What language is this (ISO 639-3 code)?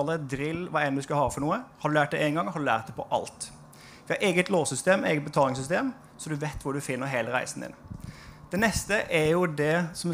nor